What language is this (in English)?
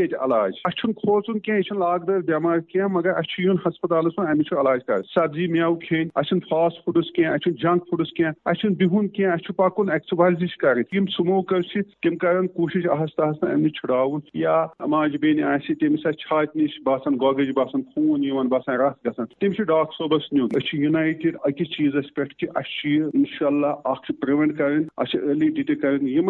Kashmiri